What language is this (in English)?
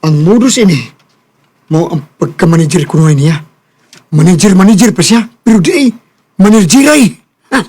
Cebuano